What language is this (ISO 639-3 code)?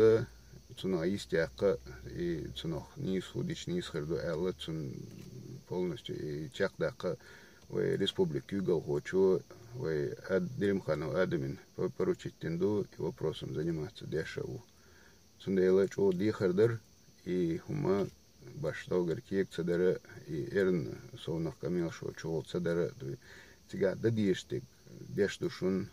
che